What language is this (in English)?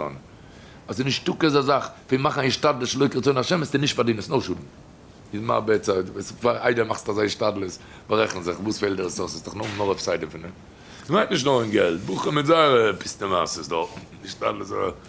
Yiddish